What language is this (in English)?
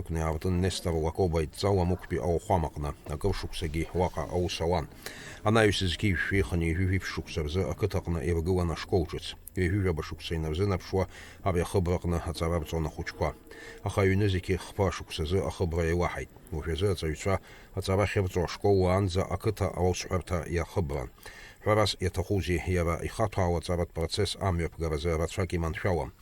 Abkhazian